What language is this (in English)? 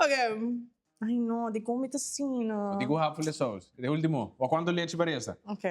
Papiamento